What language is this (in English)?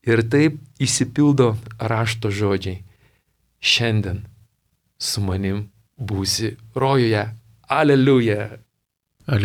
Lithuanian